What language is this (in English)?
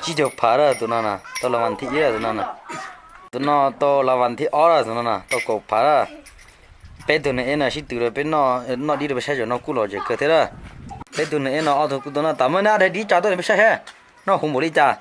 Hmong